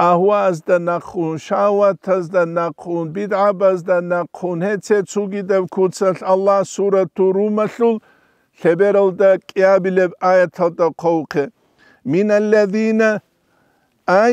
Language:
Avaric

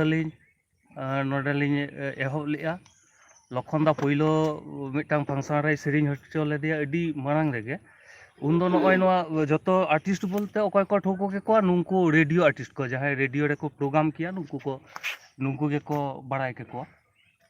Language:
Santali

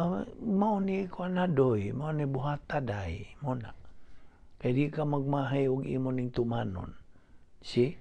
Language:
Cebuano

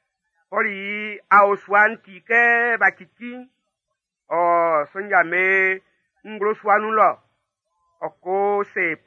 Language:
Baoulé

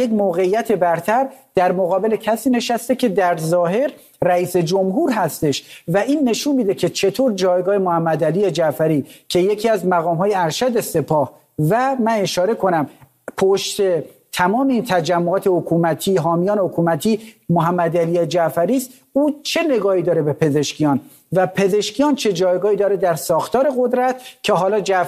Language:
Persian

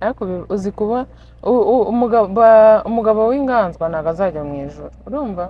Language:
Kinyarwanda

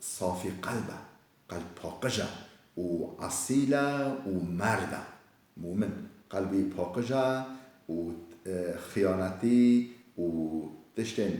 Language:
Kurdish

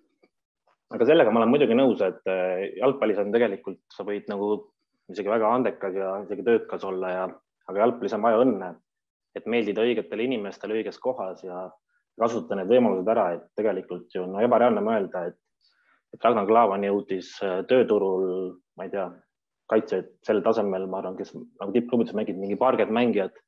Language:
Estonian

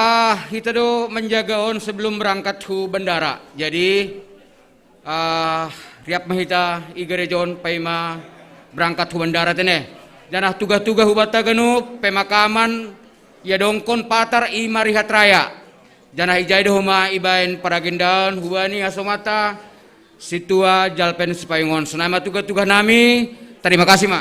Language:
Batak Simalungun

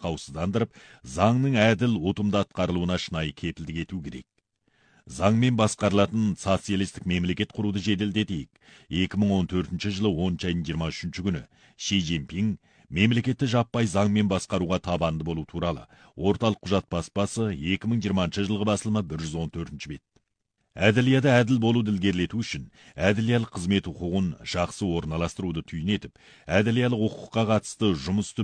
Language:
Kazakh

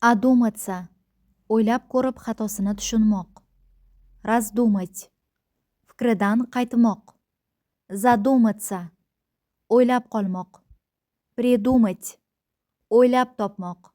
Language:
Uzbek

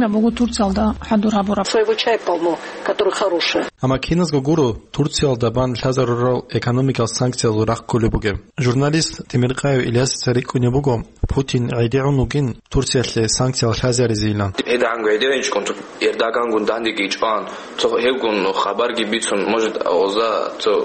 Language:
Avaric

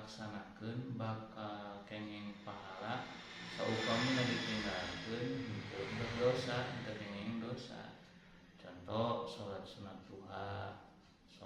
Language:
Sundanese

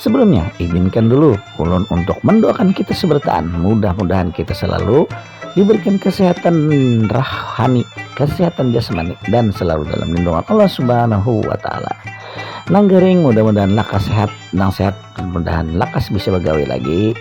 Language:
Banjar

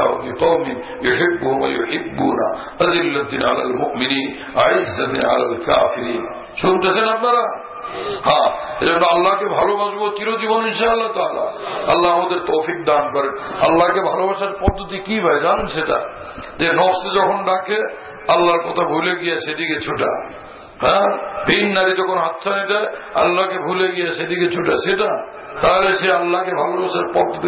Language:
Bangla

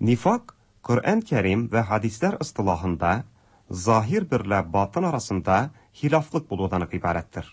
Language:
Tatar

